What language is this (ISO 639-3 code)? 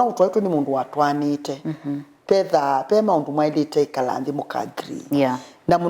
kam